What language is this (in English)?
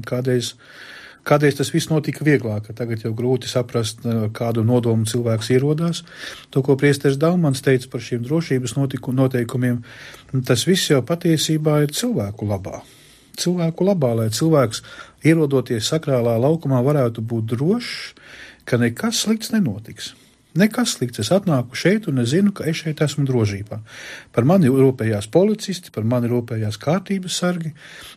Latvian